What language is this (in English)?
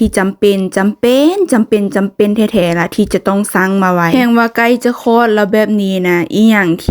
Lao